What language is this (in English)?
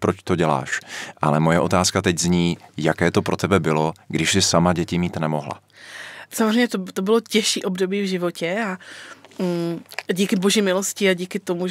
Czech